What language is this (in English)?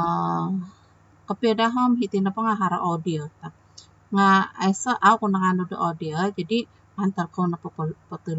Central Dusun